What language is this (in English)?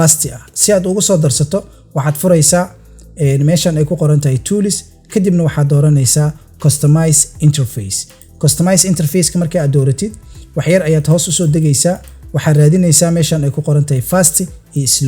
Somali